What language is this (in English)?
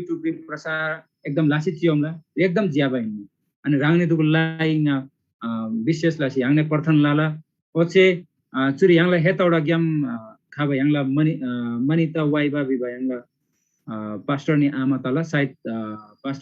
Eastern Tamang